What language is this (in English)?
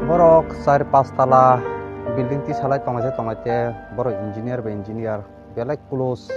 Kok Borok